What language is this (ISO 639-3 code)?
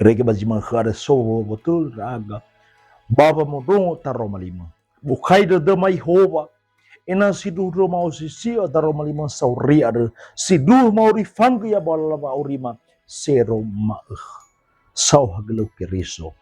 nia